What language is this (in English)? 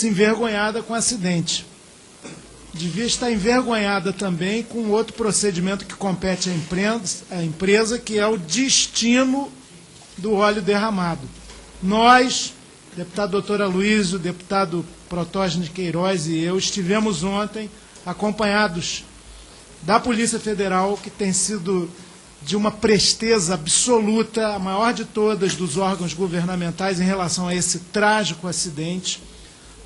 Portuguese